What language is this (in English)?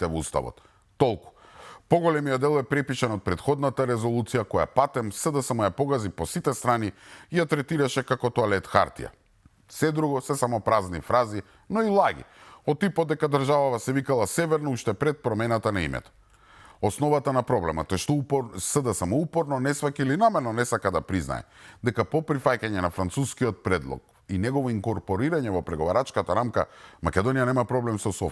Macedonian